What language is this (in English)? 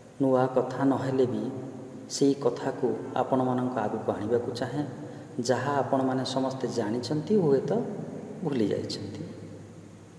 Odia